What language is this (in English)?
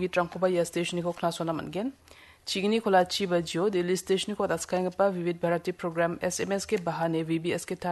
Garo